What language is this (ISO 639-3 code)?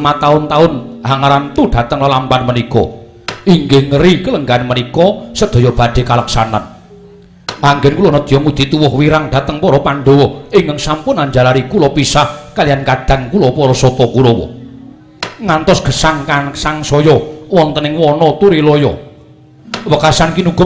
jav